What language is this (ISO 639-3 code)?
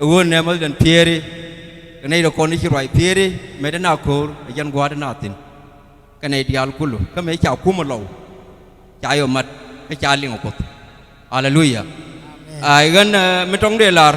nus